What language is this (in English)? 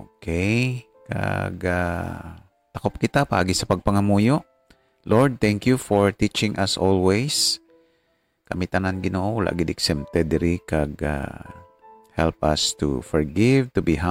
Hiligaynon